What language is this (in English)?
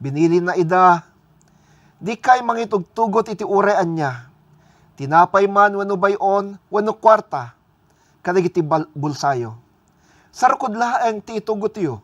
Iloko